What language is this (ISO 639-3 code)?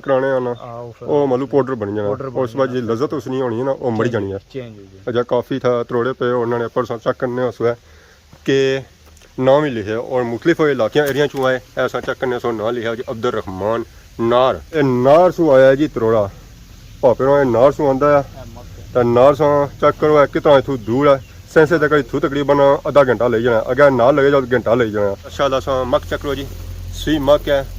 phr